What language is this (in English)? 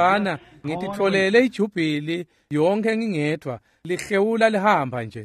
Swati